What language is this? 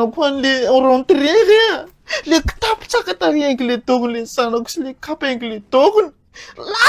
Malagasy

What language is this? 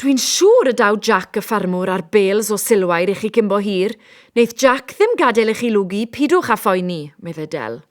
Welsh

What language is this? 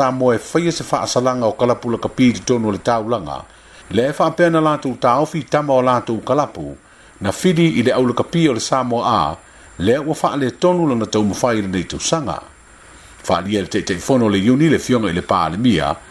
Samoan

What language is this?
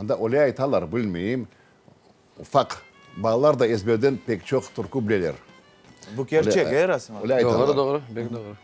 Crimean Tatar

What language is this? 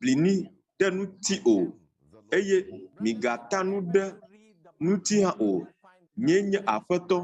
Ewe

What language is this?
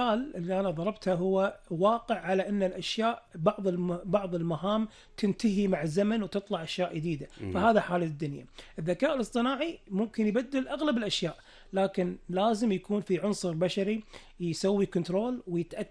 Gulf Arabic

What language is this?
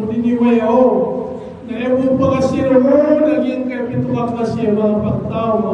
Maranao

